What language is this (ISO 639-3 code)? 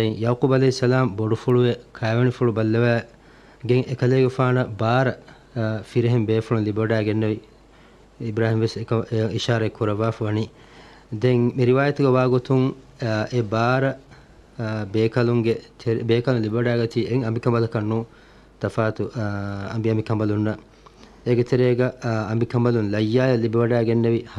div